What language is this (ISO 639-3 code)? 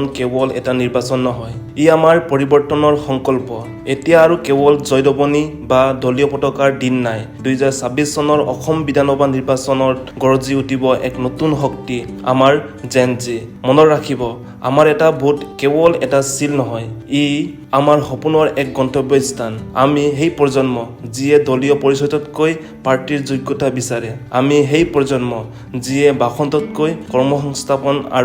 asm